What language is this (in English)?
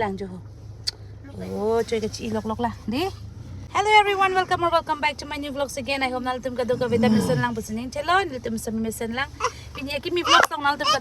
Karbi